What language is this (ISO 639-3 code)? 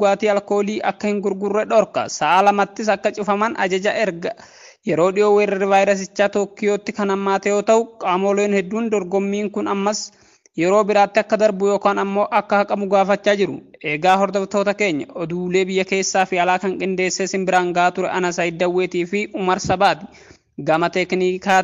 orm